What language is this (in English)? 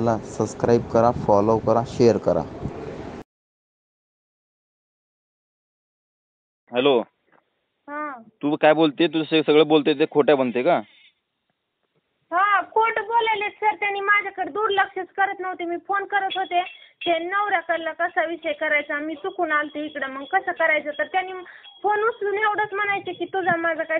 Marathi